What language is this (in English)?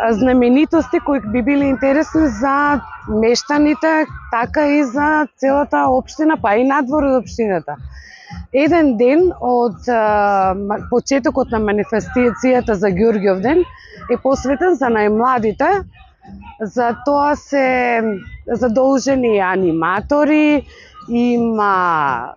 Macedonian